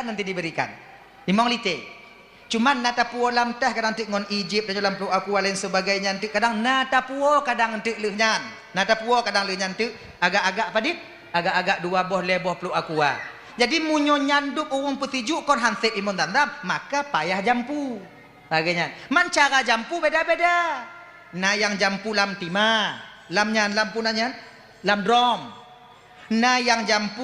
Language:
Achinese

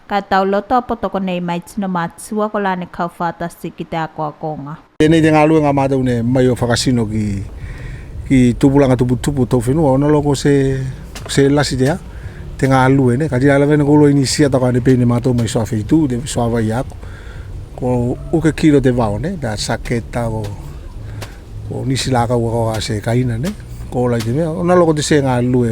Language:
Tuvalu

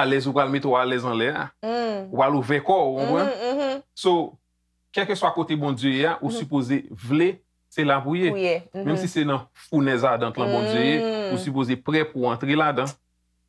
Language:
Haitian Creole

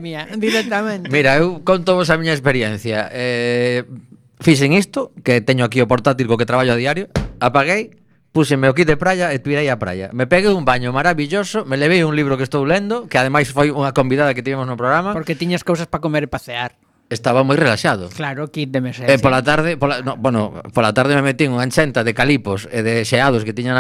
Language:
Galician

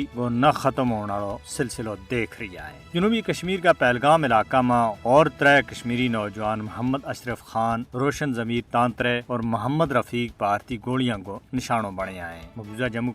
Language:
Gujari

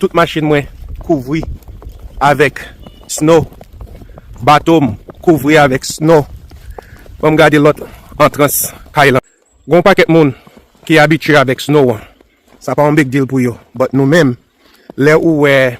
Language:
Haitian Creole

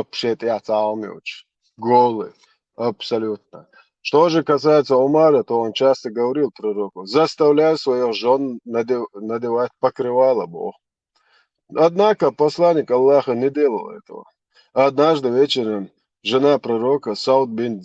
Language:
Chechen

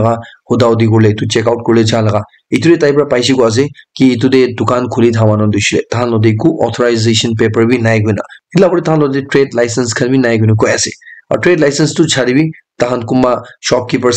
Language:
Naga Pidgin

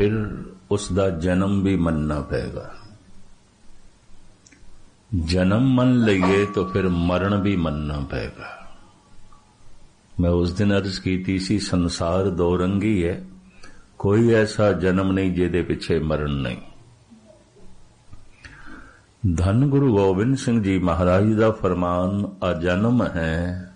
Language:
Punjabi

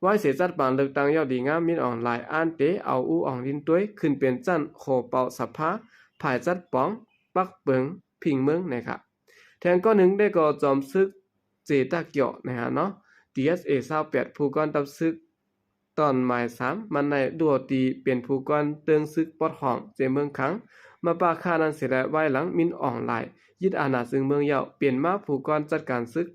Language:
Shan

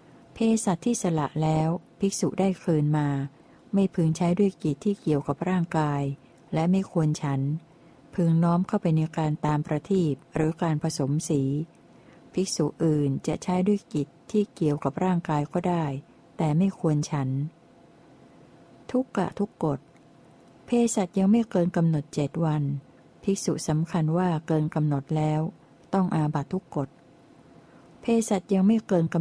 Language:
Thai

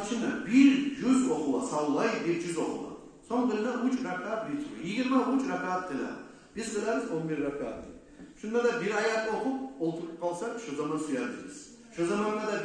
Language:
Kumyk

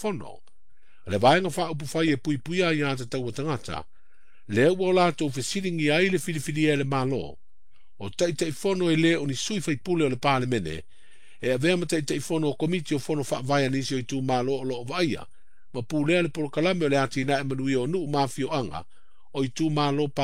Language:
Samoan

